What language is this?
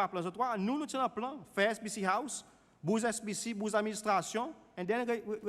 Seselwa Creole French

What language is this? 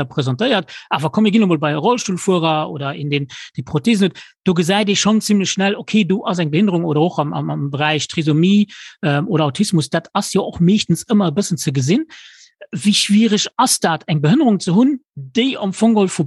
Luxembourgish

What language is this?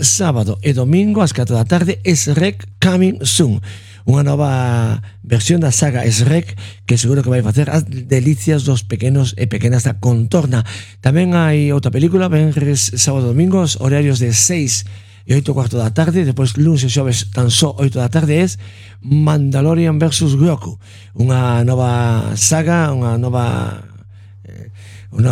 Galician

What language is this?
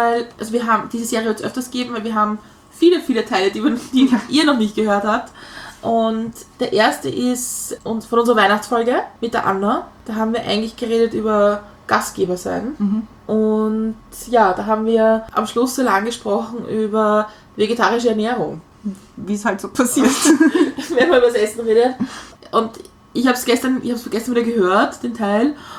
German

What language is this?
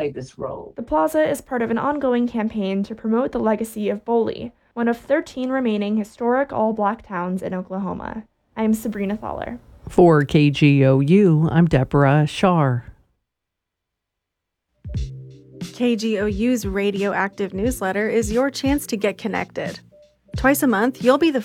English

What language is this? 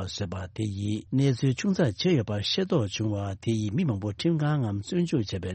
Tibetan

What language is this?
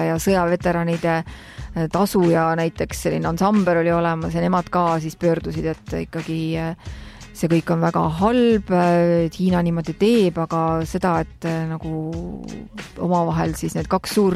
Estonian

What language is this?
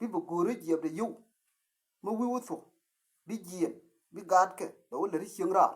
Nuer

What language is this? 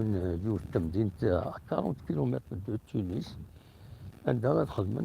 Kabyle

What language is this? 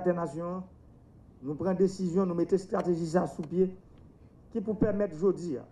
Haitian Creole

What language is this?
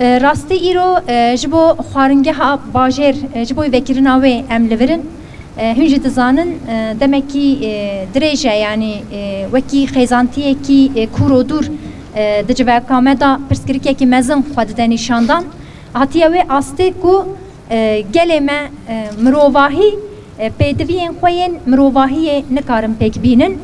Kurdish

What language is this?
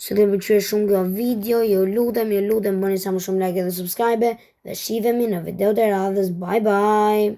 Albanian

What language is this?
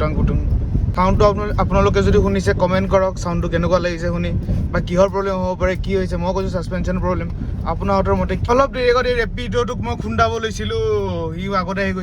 Assamese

